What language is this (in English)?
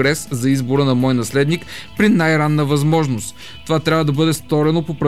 Bulgarian